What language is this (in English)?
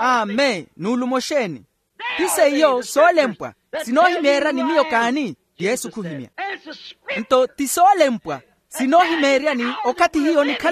Makhuwa